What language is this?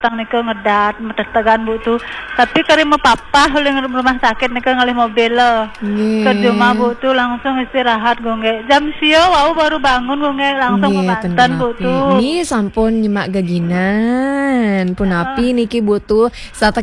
Balinese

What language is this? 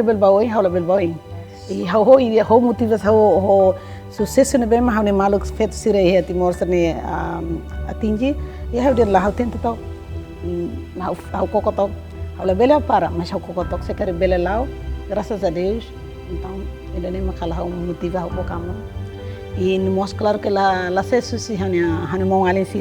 Tetum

